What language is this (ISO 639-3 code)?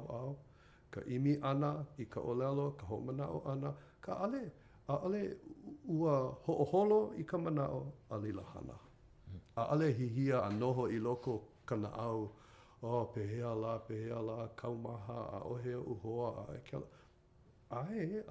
haw